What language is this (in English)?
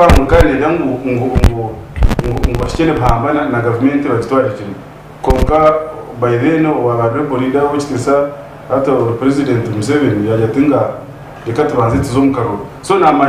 Nyankole